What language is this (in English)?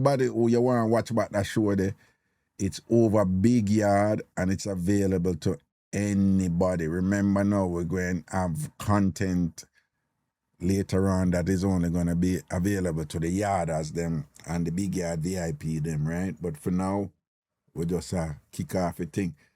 Jamaican Creole English